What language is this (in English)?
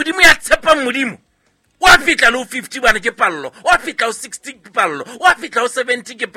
Southern Sotho